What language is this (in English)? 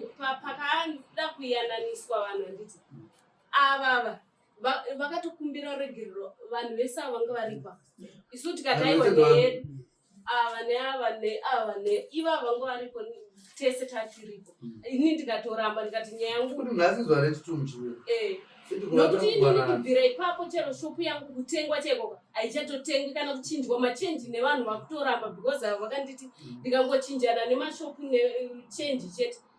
Shona